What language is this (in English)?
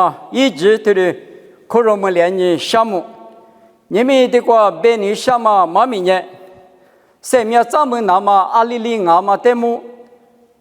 Lisu